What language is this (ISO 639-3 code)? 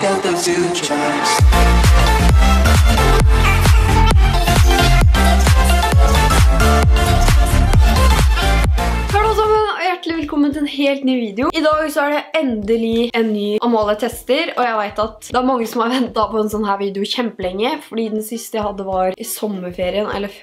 nor